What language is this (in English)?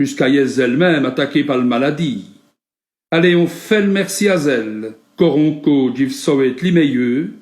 Walloon